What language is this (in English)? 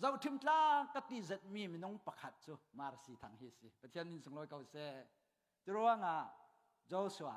Falam Chin